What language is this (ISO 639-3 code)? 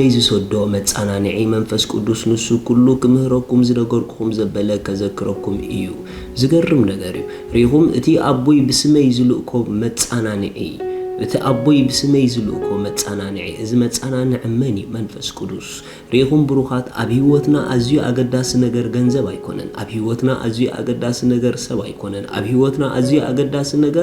tir